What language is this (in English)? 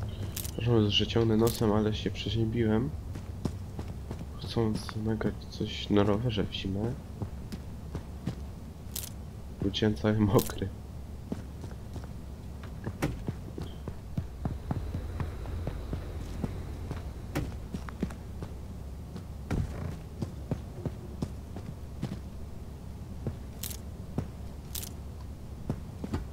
Polish